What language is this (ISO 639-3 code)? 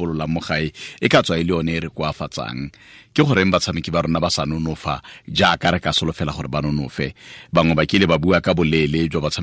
tsn